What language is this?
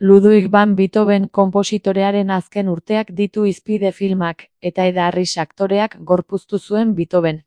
Basque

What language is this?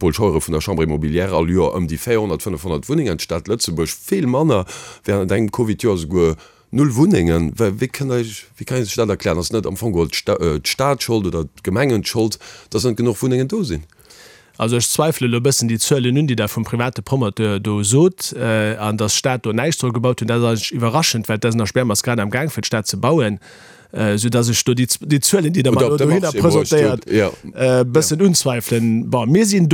Luxembourgish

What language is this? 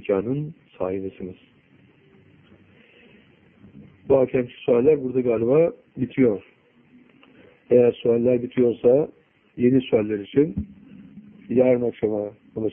Turkish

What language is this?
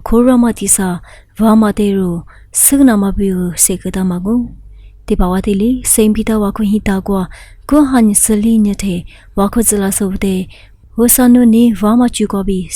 Lisu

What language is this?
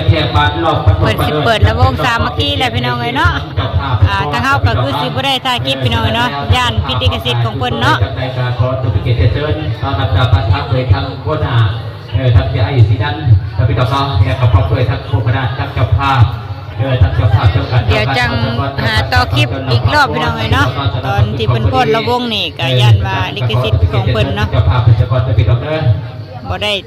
Lao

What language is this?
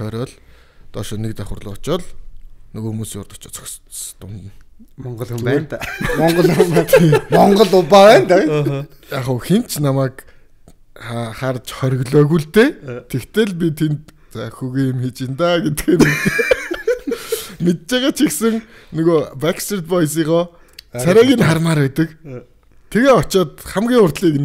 Mongolian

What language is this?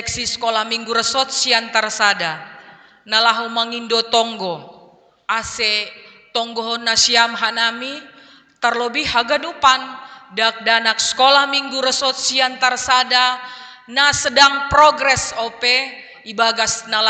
Batak Simalungun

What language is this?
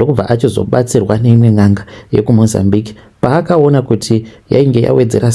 Shona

